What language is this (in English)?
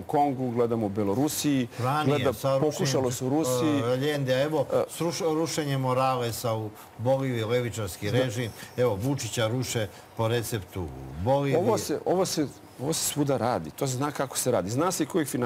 Serbian